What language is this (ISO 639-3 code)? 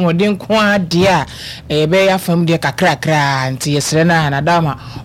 aka